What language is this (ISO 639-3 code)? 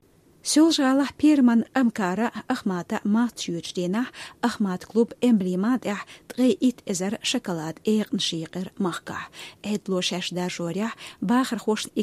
che